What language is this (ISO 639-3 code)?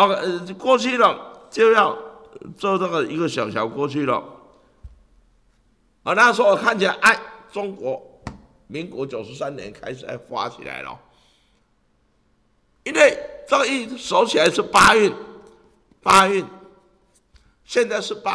zho